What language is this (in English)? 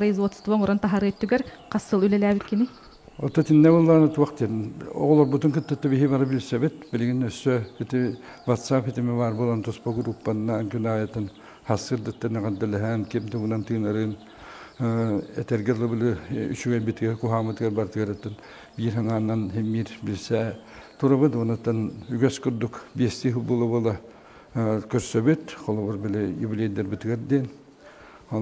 Yakut